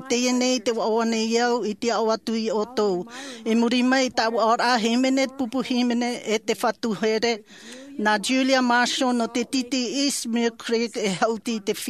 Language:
Tahitian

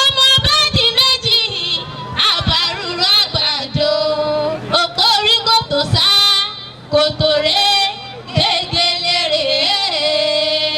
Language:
Yoruba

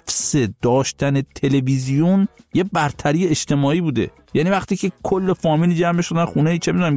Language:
Persian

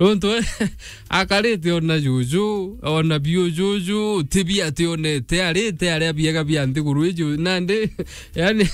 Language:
Meru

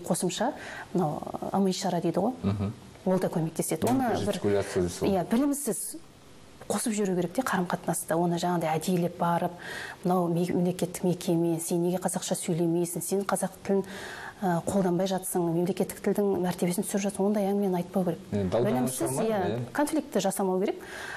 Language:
Kazakh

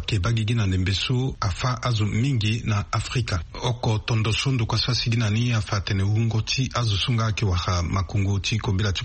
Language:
Sango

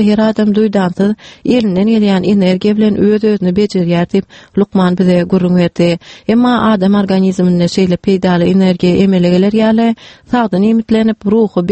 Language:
Turkmen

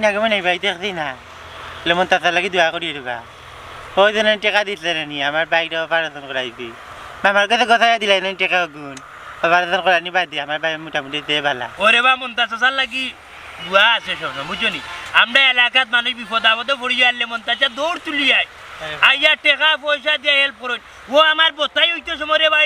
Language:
Sylheti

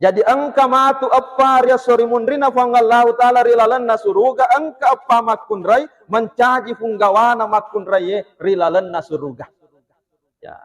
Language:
Buginese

